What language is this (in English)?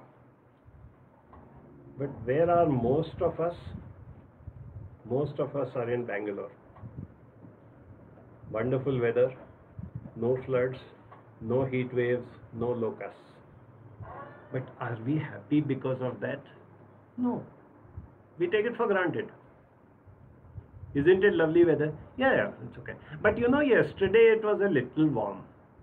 English